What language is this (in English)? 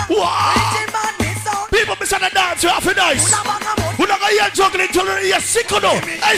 Jamaican Creole English